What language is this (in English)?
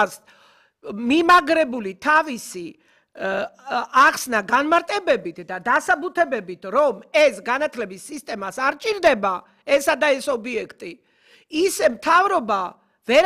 Georgian